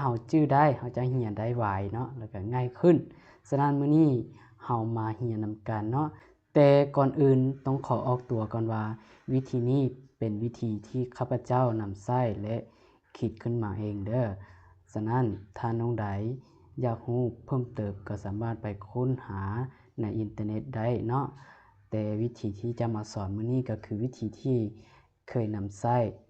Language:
Lao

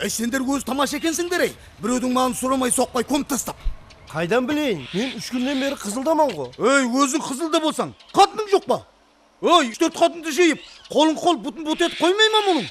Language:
Kara-Kalpak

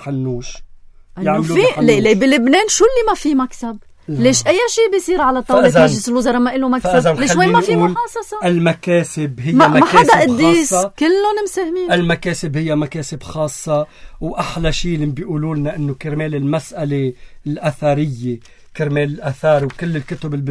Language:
North Levantine Arabic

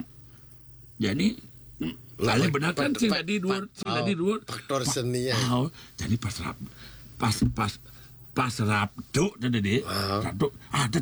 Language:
Balinese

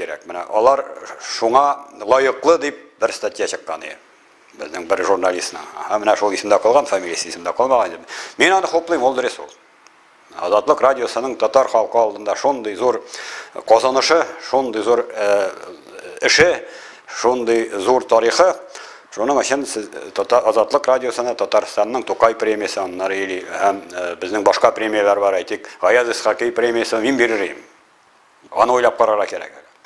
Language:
Tatar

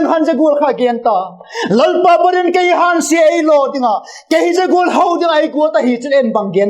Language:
Vaiphei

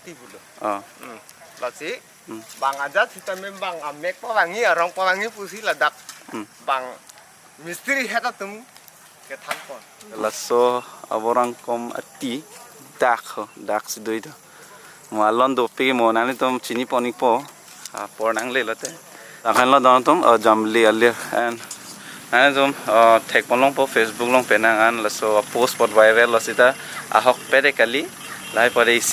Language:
Karbi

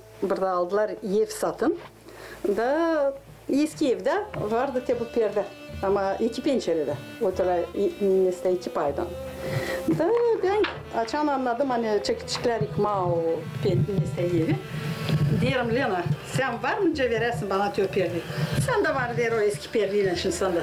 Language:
Gagauz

